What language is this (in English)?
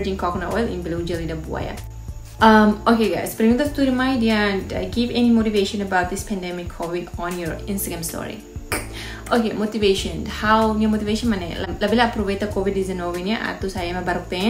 Tetum